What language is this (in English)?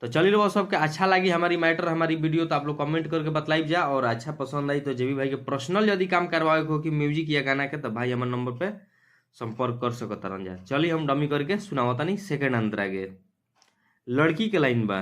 Bhojpuri